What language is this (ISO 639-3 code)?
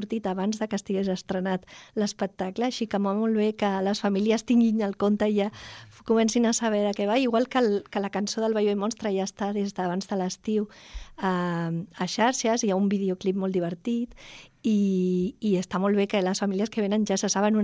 cat